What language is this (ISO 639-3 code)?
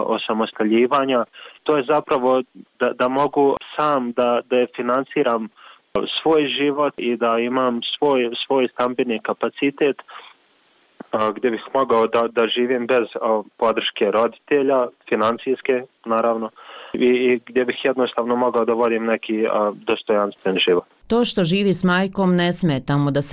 bos